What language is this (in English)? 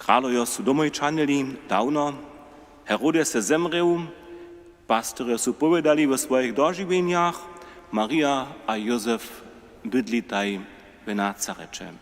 Upper Sorbian